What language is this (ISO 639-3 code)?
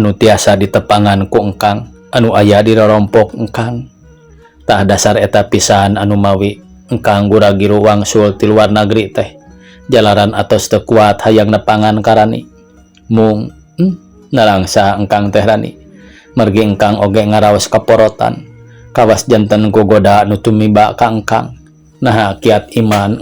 sun